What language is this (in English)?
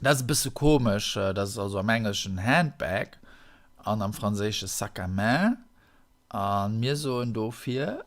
Luxembourgish